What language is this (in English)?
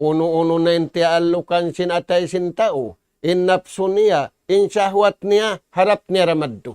Tausug